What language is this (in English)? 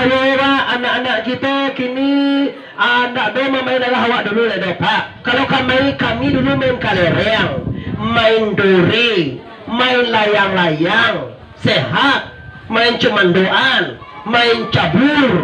Minangkabau